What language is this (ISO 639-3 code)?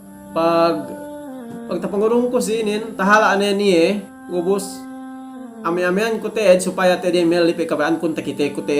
yka